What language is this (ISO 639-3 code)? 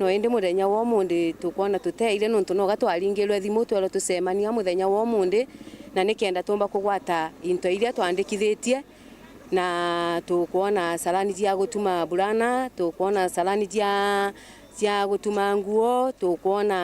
mer